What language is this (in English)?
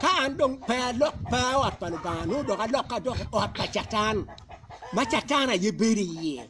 Acoli